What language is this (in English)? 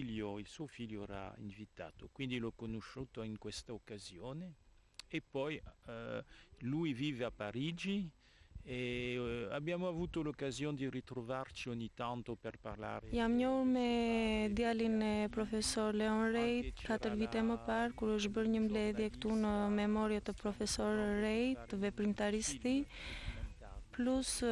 Albanian